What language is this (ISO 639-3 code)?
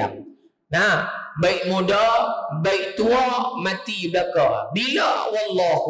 msa